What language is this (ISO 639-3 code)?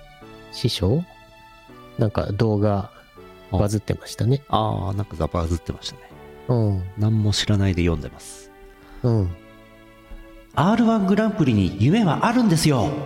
jpn